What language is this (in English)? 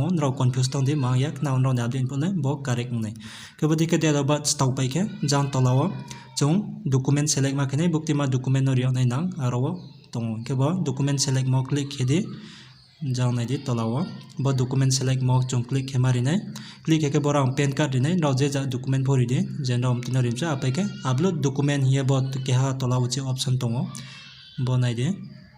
Riang (India)